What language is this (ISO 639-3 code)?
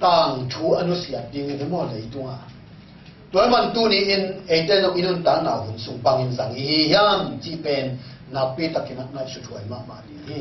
ctd